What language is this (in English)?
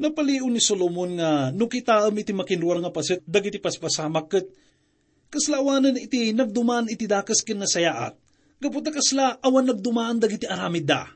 Iloko